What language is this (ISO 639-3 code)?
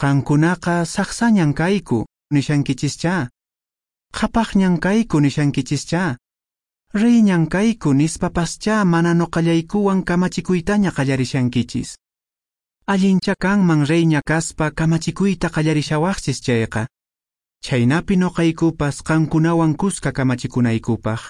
que